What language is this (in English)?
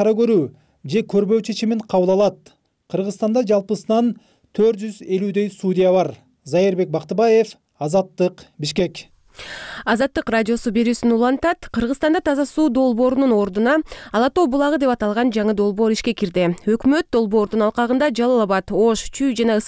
Kyrgyz